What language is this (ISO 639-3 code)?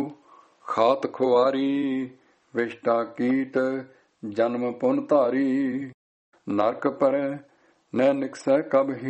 pan